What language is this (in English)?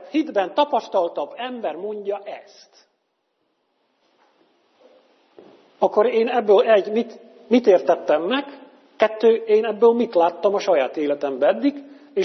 Hungarian